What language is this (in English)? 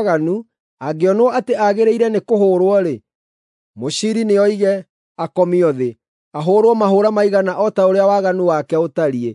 Kikuyu